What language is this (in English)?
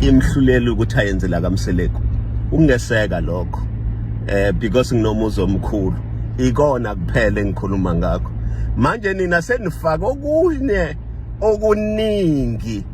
Zulu